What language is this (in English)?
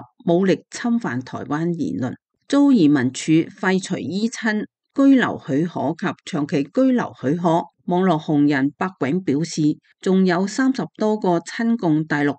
Cantonese